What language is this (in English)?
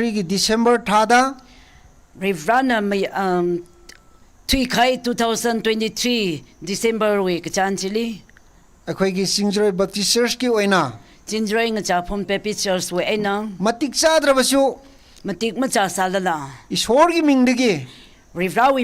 Tangkhul Naga (India)